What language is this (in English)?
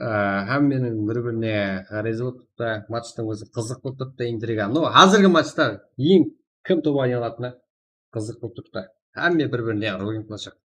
Kara-Kalpak